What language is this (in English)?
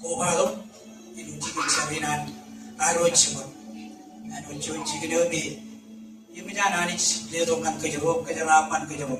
Marshallese